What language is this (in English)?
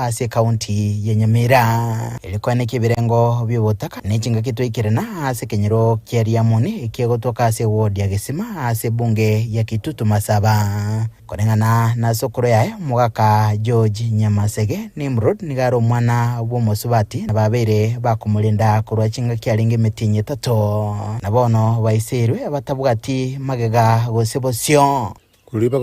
Gusii